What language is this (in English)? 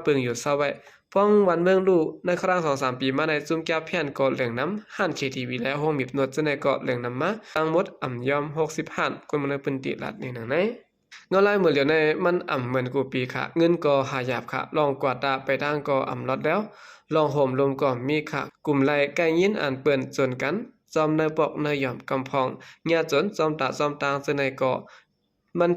Shan